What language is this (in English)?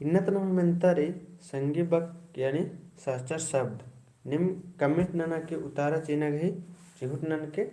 Kurukh